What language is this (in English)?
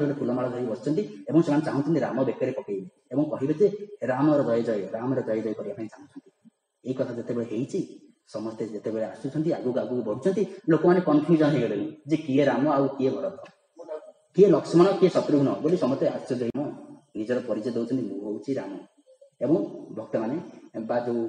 Odia